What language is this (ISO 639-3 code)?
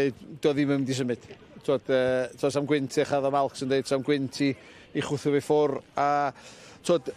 cym